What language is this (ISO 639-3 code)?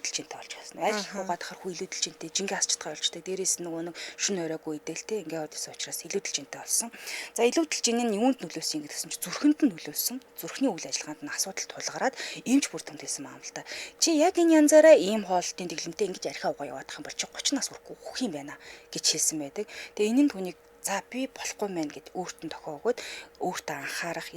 mon